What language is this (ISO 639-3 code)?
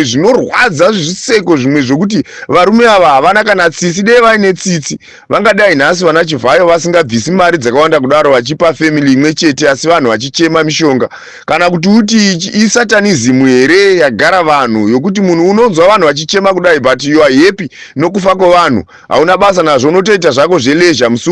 sna